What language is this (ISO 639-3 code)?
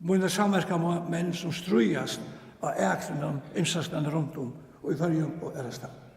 fao